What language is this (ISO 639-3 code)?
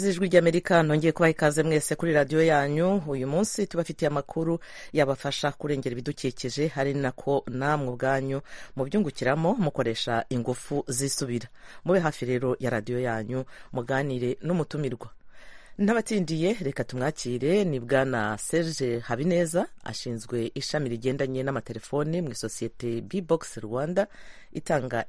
kin